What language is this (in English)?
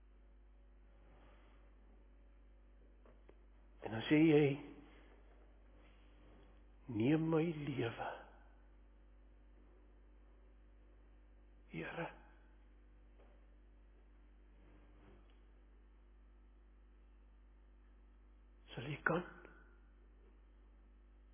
Afrikaans